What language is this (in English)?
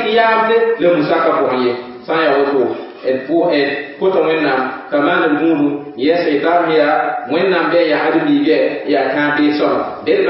Mossi